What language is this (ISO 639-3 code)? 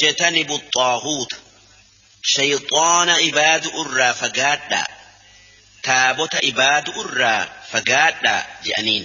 orm